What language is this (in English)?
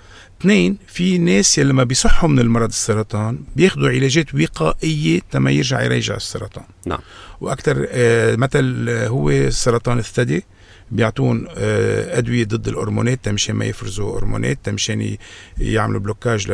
North Levantine Arabic